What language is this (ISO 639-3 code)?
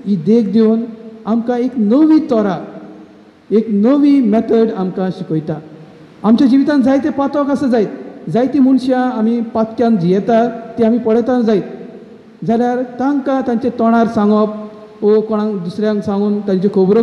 kok